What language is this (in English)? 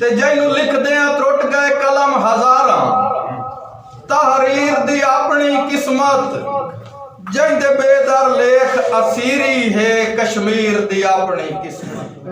Saraiki